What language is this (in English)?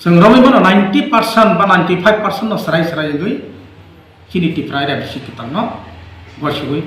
Kok Borok